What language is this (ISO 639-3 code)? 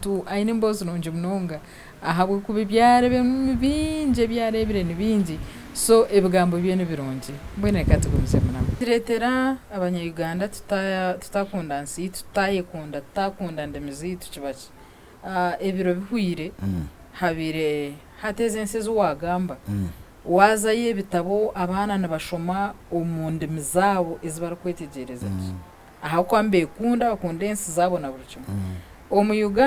nyn